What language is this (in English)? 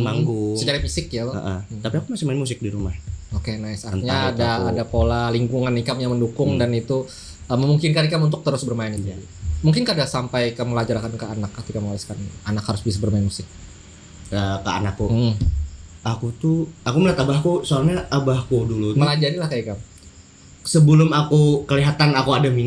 Banjar